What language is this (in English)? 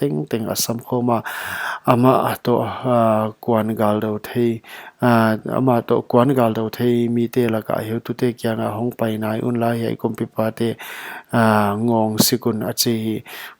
Paite Chin